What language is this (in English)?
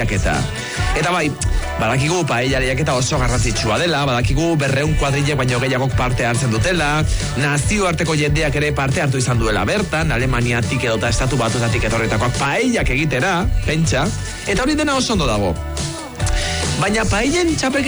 Basque